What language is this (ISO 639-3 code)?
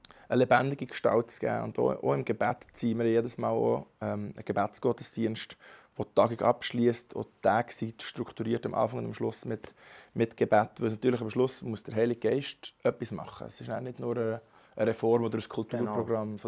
gsw